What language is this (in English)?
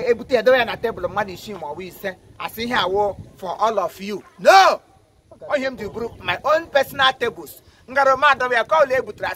Igbo